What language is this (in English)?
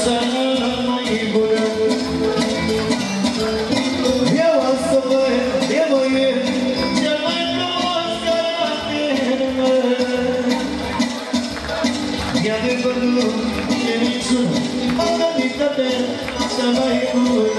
Romanian